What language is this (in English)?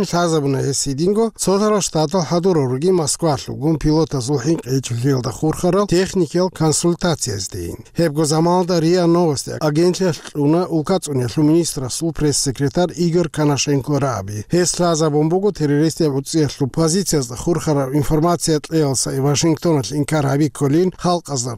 Avaric